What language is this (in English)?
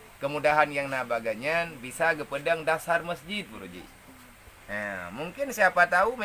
Achinese